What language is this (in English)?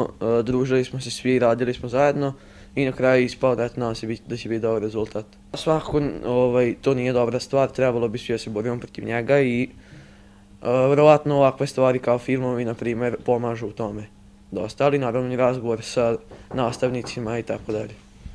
Serbian